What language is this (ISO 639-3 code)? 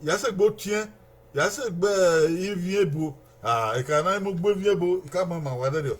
bin